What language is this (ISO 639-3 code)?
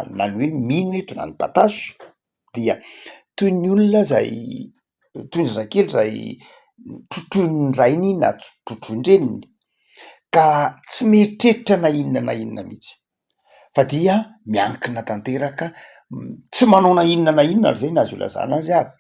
mlg